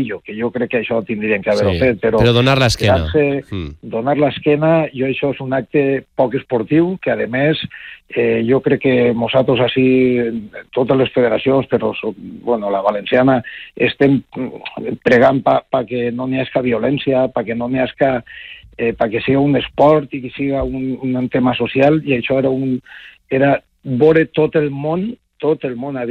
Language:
Catalan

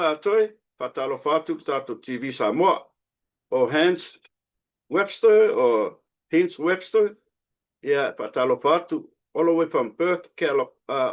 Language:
Samoan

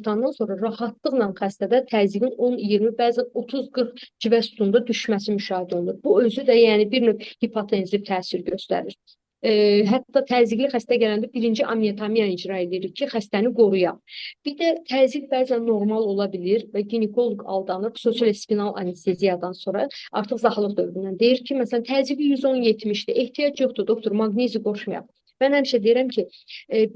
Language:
Azerbaijani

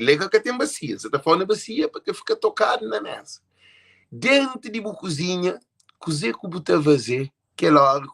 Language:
Kabuverdianu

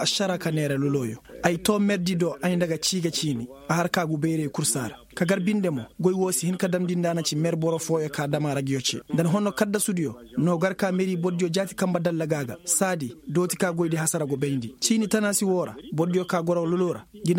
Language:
Koyraboro Senni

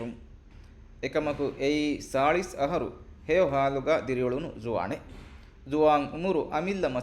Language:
Divehi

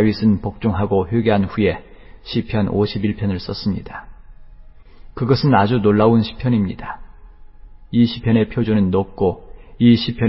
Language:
Korean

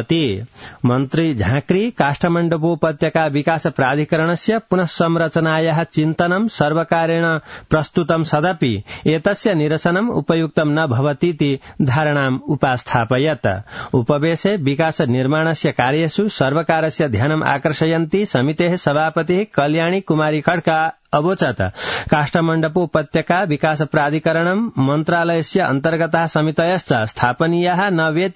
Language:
Sanskrit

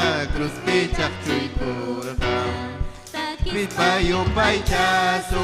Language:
Ayacucho Quechua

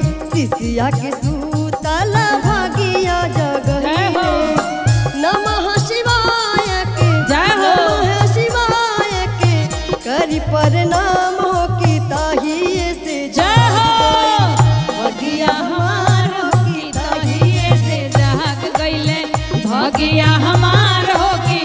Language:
Bhojpuri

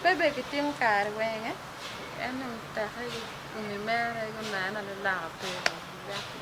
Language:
Acoli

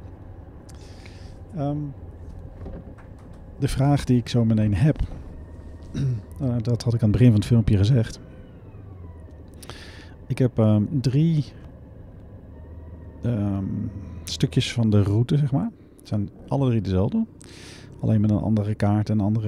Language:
Dutch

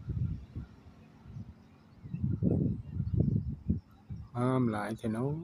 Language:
Lao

